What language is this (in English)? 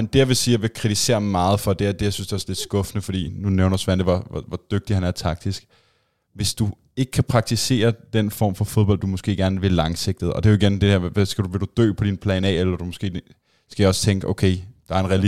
Danish